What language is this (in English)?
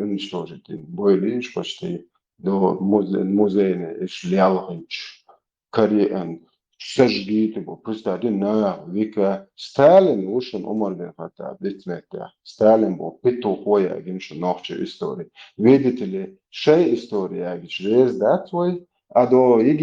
Chechen